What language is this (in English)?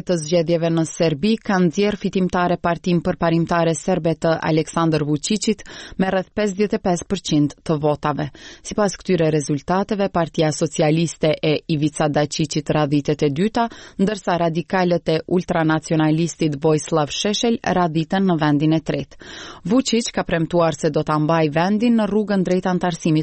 Albanian